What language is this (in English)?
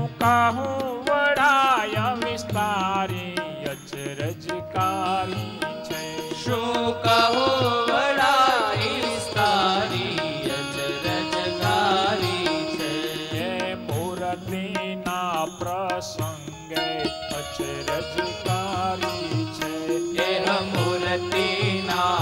Gujarati